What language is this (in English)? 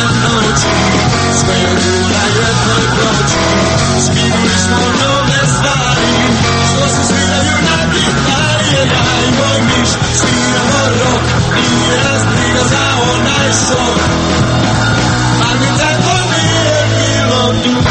Croatian